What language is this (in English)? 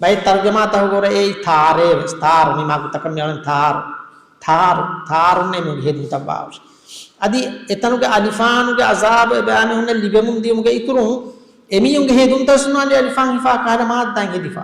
Divehi